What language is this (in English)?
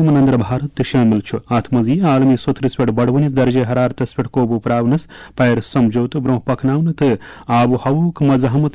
Kashmiri